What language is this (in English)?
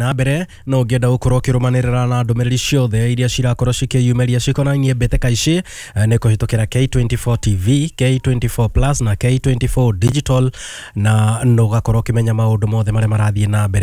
Kikuyu